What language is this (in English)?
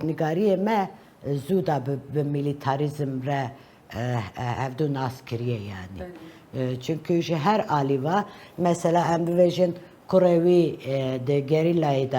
Kurdish